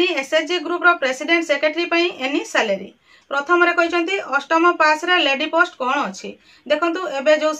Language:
Odia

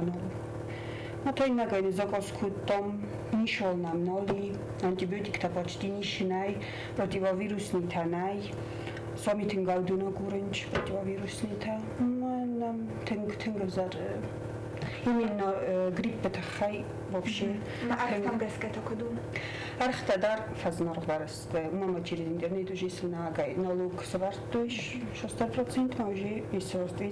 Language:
Ossetic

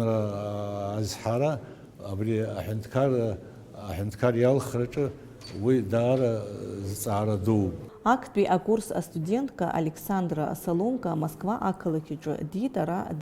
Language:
Abkhazian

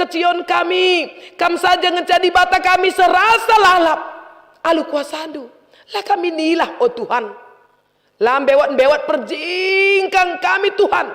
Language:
Batak Karo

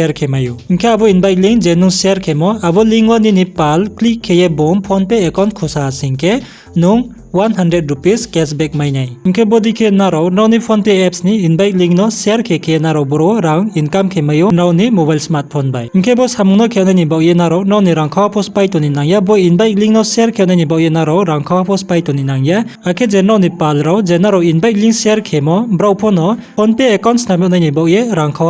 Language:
Riang (India)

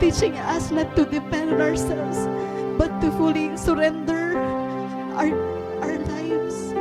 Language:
Waray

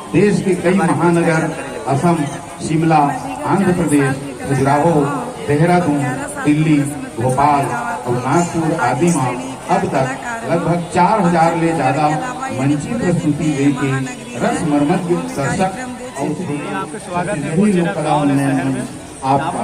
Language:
Chhattisgarhi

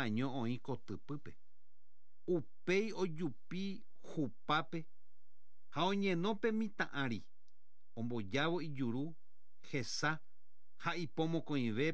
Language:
Guarani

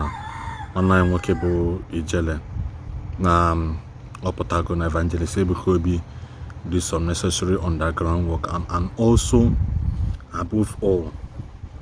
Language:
Igbo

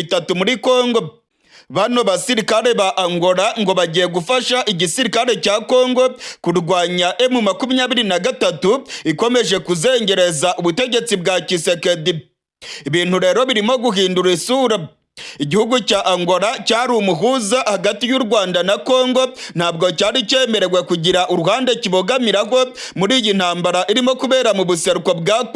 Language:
Rundi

